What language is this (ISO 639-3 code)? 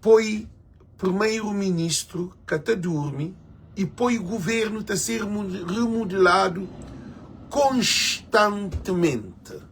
kea